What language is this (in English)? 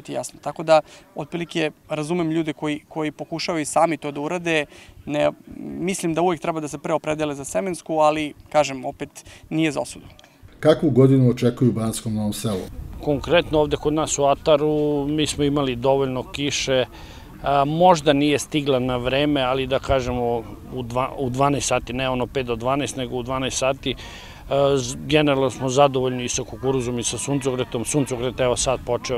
Serbian